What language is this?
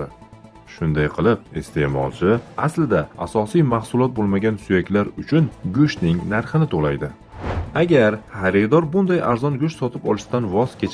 Uzbek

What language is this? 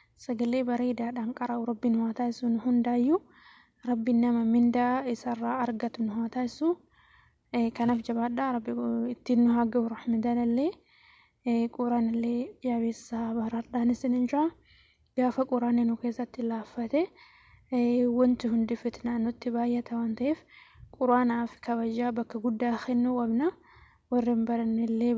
Oromo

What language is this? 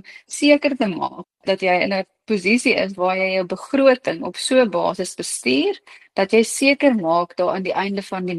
Afrikaans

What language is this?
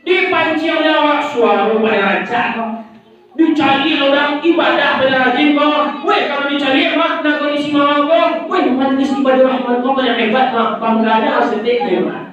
Minangkabau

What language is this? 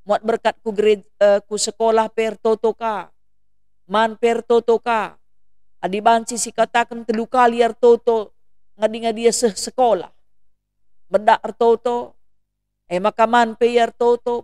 Batak Karo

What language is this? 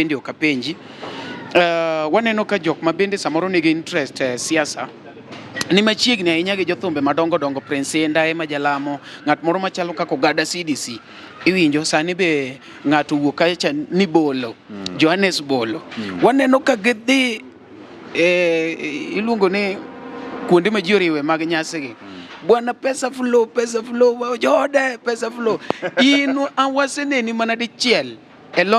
Luo (Kenya and Tanzania)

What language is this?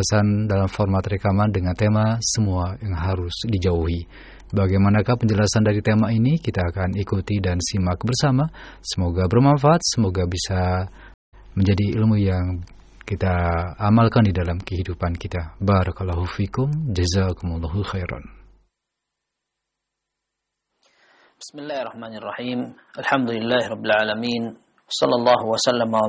Indonesian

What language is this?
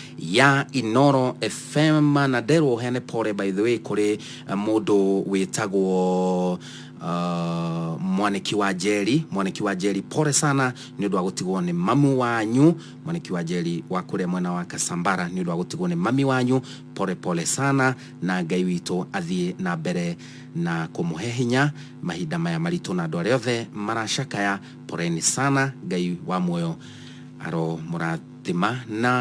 Kikuyu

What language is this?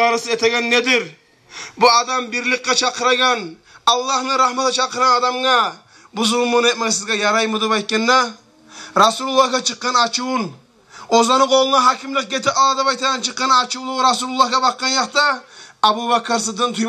Kumyk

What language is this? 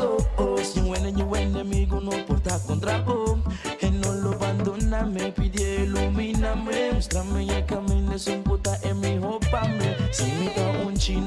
Papiamento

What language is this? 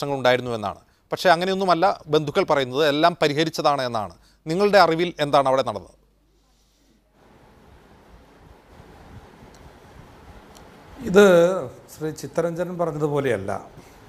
Malayalam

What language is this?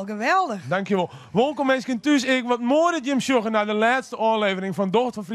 Western Frisian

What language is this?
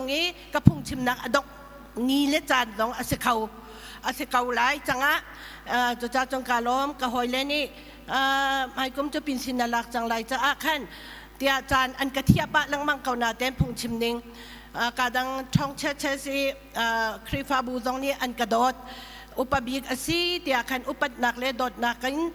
Hakha Chin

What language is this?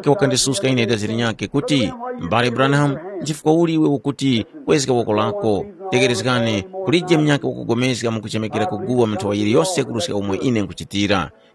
Tumbuka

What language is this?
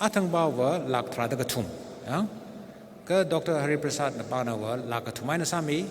Tangkhul Naga (India)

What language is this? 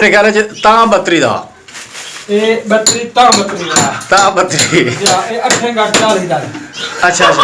Saraiki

